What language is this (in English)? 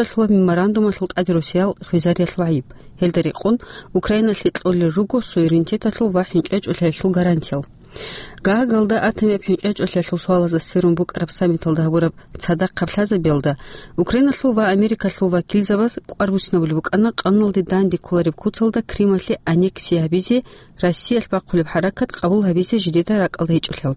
Avaric